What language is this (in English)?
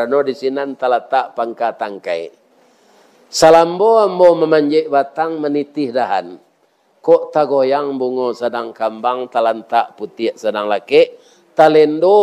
Minangkabau